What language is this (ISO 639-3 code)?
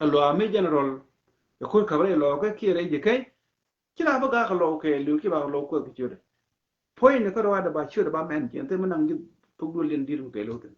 nus